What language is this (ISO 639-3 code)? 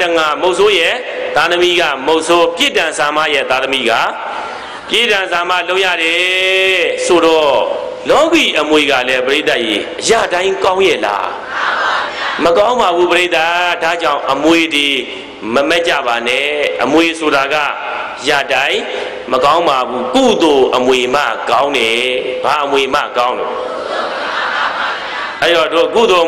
mya